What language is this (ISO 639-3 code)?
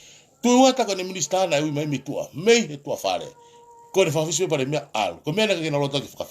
ton